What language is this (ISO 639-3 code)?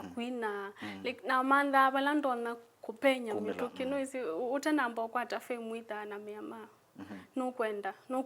kam